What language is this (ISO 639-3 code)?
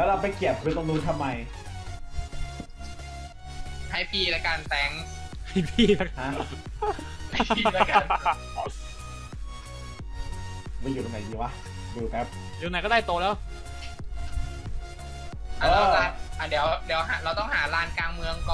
tha